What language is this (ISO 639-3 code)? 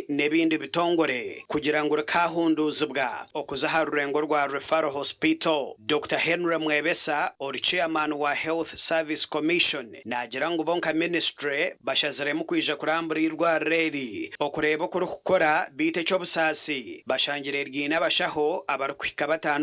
nyn